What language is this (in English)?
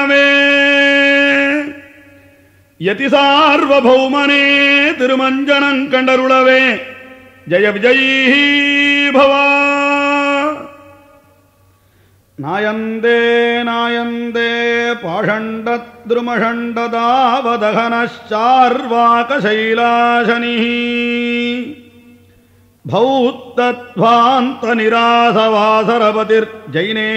Tamil